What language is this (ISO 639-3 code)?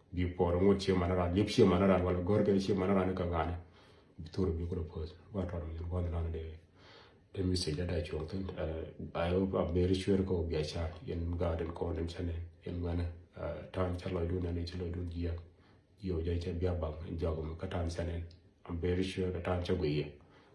nus